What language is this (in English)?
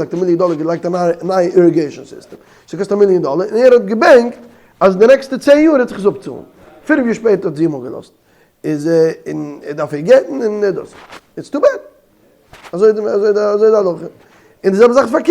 Yiddish